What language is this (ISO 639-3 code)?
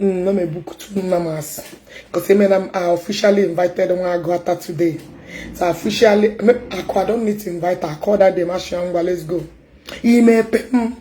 ibo